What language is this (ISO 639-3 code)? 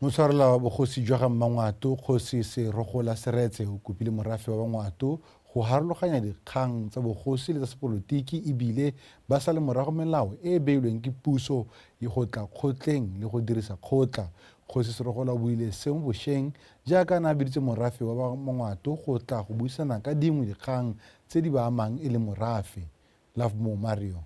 tsn